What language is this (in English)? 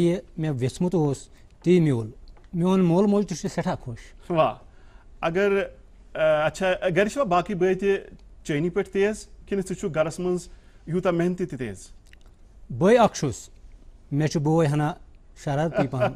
Kashmiri